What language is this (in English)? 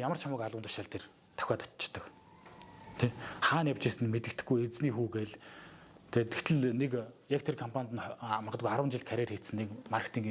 Mongolian